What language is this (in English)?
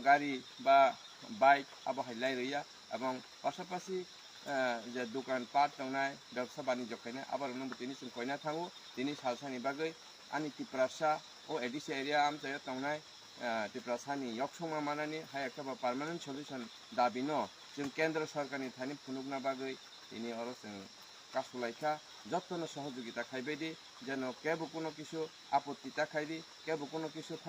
Kok Borok